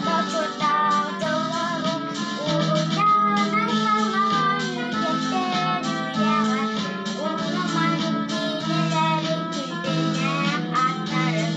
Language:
Yakut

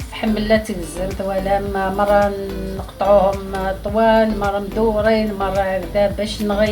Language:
Algerian Arabic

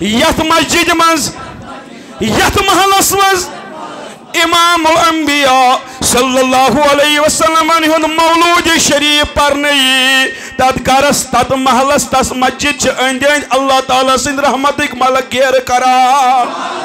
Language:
Kashmiri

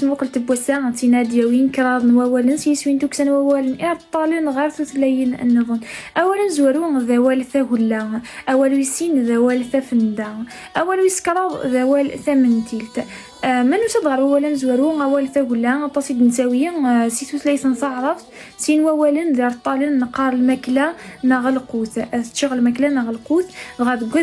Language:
Kabyle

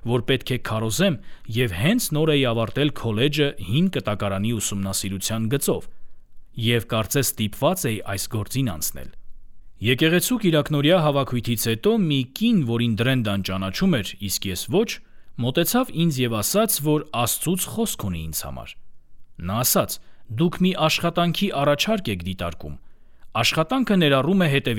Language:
Armenian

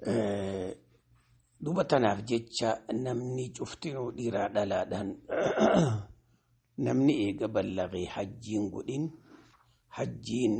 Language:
Oromo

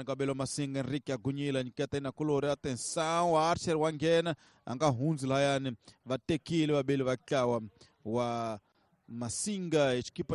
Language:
Tsonga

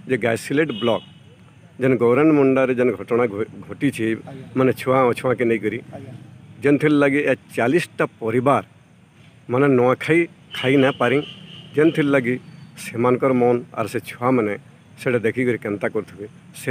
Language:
Sambalpuri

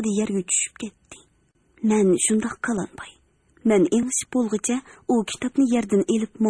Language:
Uyghur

